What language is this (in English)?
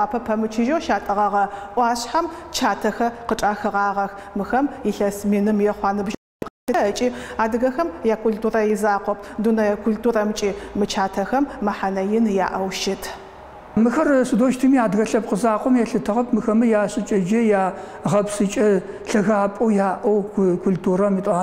Adyghe